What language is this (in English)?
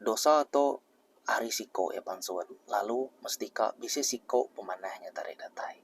Iban